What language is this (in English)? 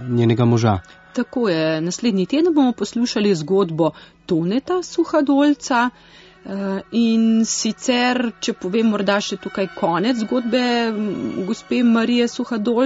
Slovenian